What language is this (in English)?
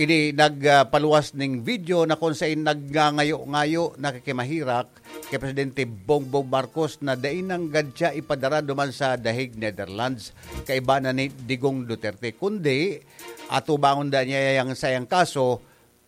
Bikol